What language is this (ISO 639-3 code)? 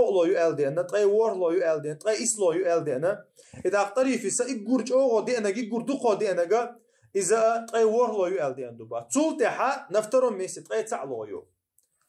che